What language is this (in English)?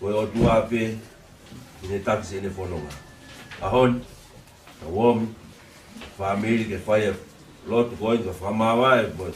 Tongan